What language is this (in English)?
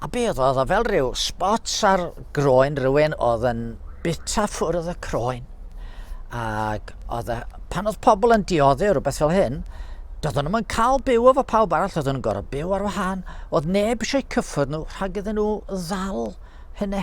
Welsh